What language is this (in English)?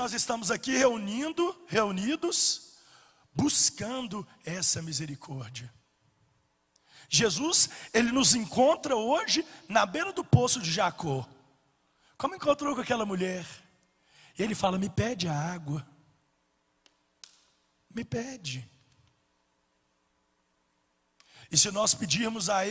Portuguese